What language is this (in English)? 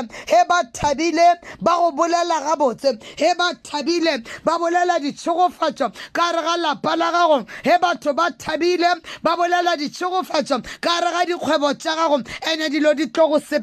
Northern Sotho